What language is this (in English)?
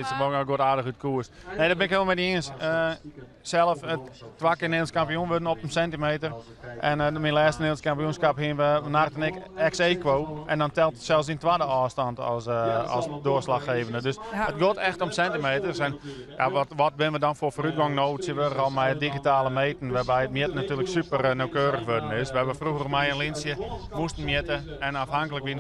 Western Frisian